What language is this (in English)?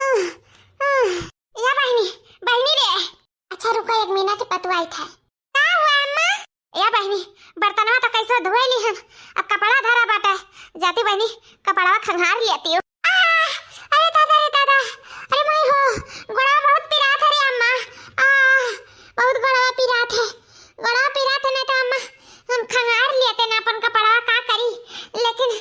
Awadhi